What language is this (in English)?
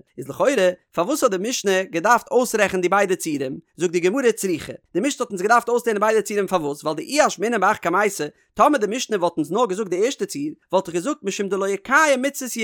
Yiddish